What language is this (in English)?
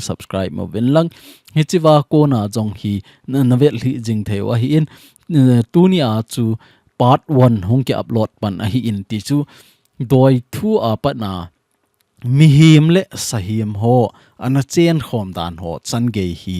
Thado Chin